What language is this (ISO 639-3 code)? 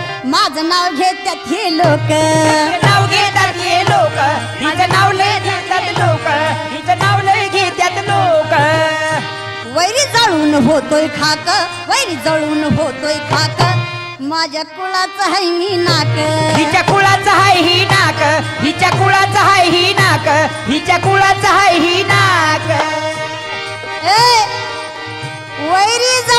mar